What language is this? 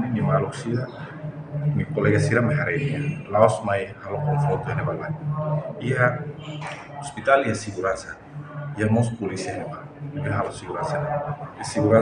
Tetum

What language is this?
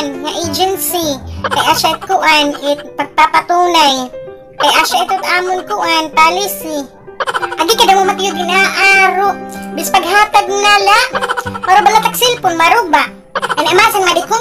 Waray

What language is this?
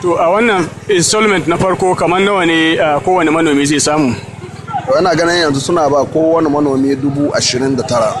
Hausa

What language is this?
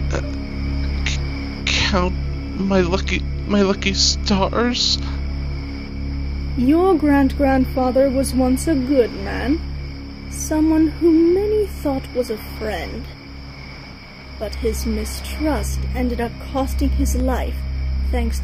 English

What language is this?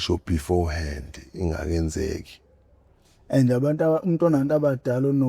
Zulu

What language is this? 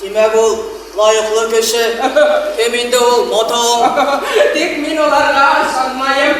Bashkir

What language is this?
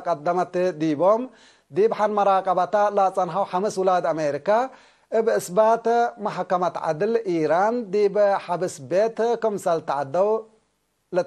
Tigre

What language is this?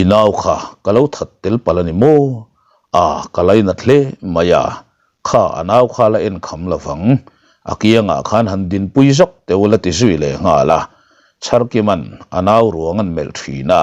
Mizo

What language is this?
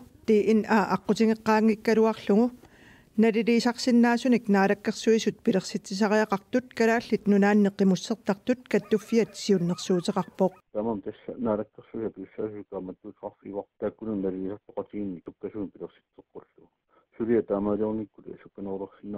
Kalaallisut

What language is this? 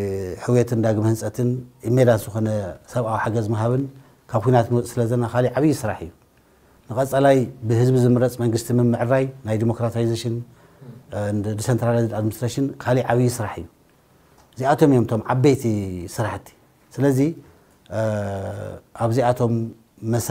Tigrinya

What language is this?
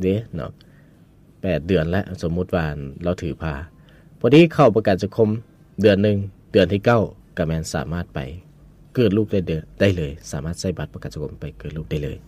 Lao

